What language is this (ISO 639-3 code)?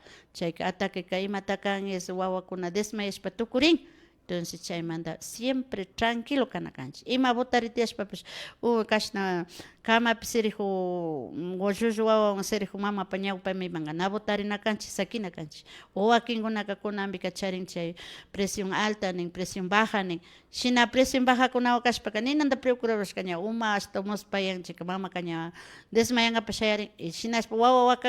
qvi